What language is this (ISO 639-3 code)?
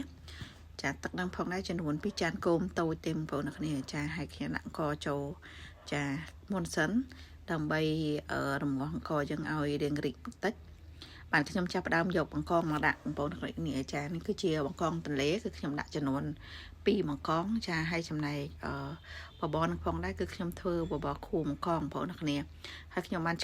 khm